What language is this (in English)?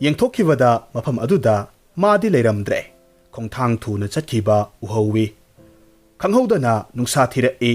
Manipuri